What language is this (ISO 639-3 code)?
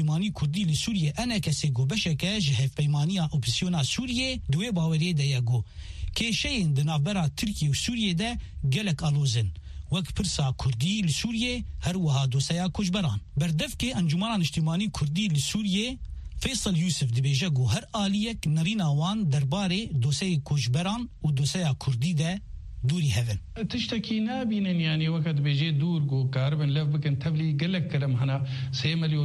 kur